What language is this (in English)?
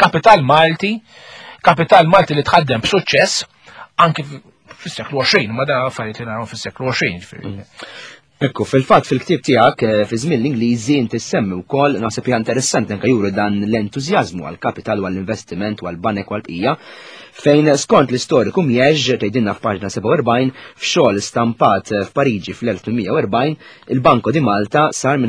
Maltese